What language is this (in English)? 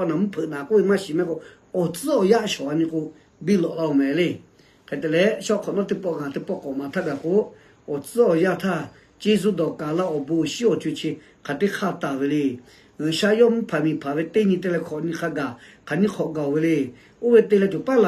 Lahu